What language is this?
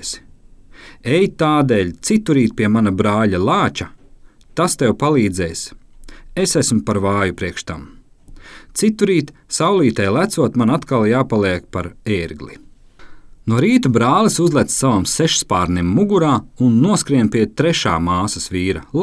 Latvian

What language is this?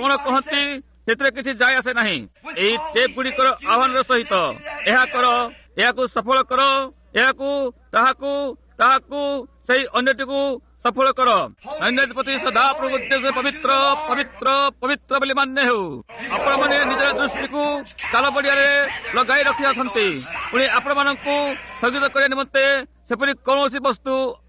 Odia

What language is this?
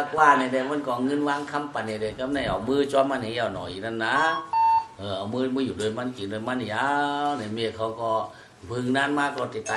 Shan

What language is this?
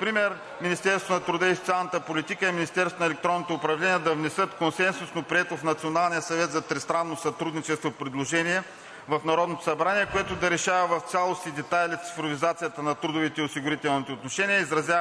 Bulgarian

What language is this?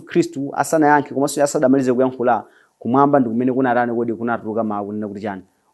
Nyanja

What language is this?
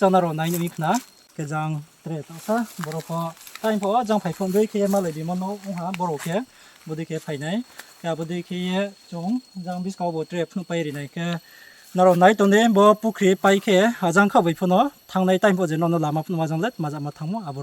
Riang (India)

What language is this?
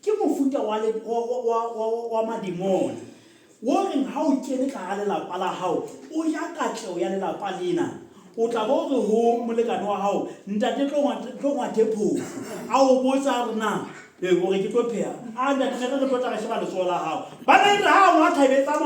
Southern Sotho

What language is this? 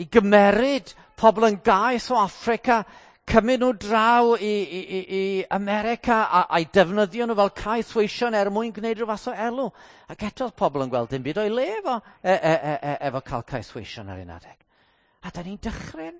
Welsh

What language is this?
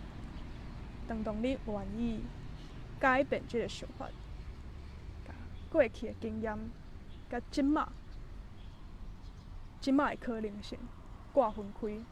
Min Nan Chinese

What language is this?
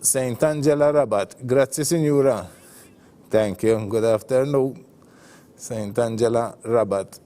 Maltese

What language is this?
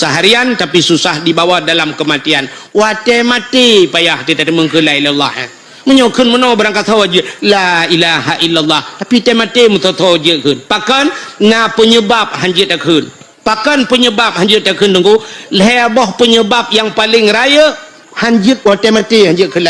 Achinese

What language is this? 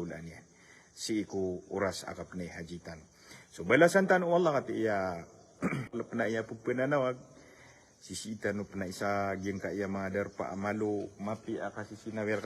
Maranao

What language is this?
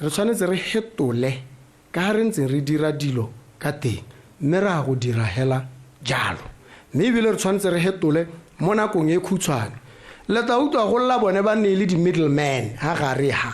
Tswana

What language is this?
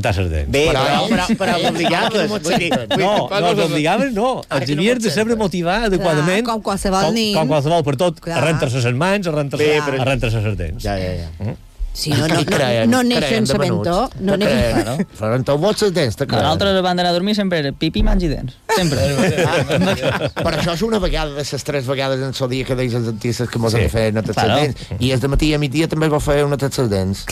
Catalan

